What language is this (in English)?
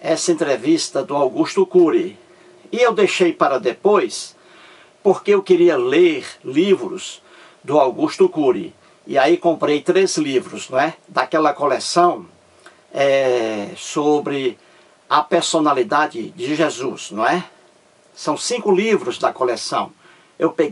Portuguese